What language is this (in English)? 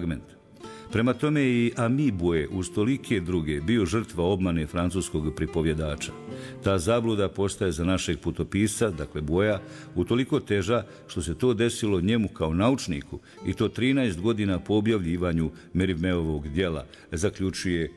Bosnian